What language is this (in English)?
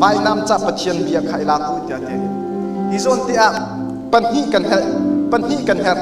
Hakha Chin